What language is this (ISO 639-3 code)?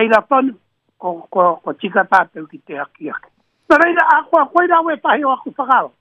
mri